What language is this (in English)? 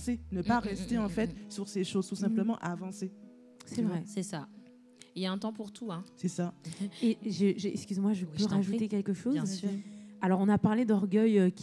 French